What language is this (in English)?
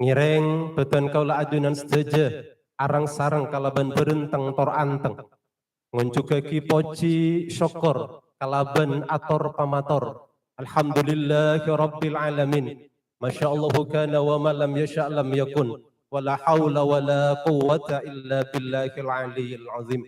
Madurese